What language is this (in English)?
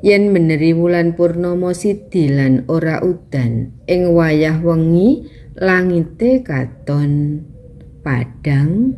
Javanese